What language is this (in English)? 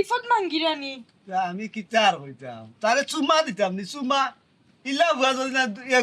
Sylheti